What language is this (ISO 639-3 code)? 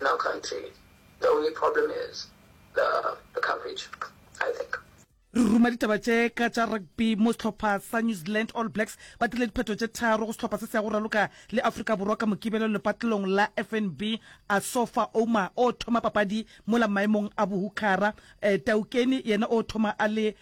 nso